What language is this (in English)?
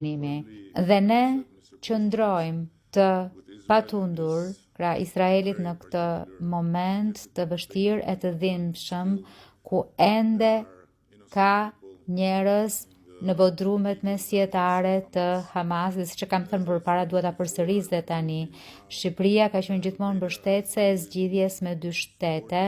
Albanian